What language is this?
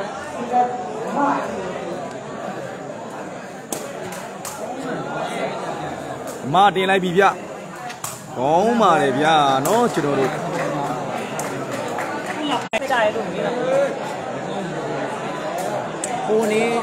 Burmese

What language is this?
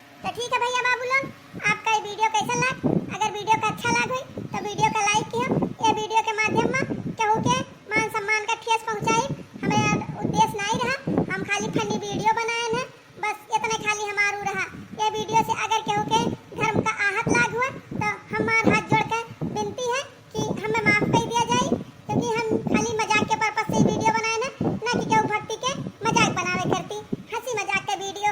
Awadhi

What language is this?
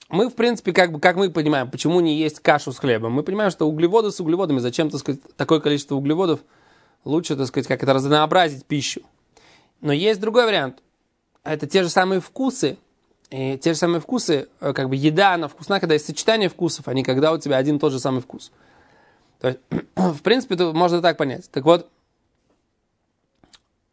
Russian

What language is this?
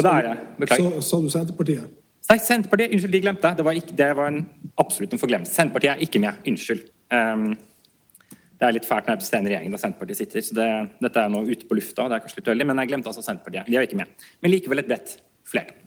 Norwegian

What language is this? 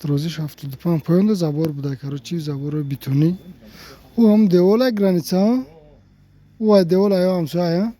Tajik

